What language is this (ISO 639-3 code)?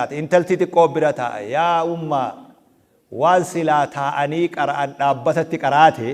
orm